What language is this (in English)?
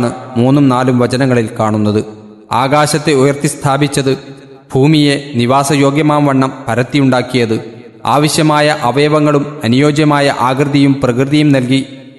Malayalam